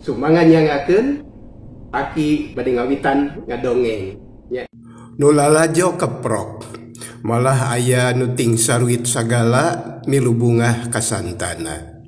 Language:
Sundanese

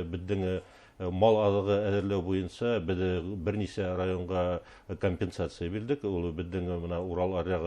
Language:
Bashkir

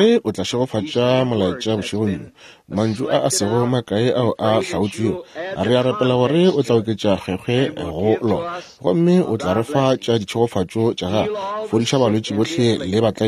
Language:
Northern Sotho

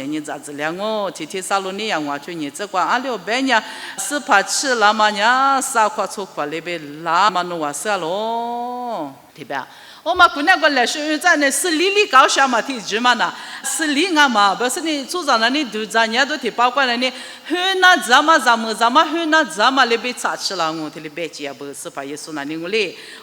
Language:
Lisu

